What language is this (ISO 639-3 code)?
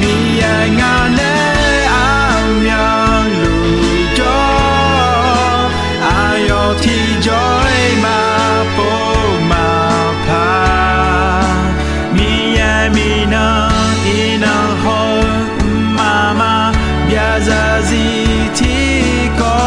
ahk